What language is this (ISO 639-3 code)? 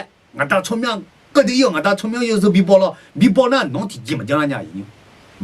ahk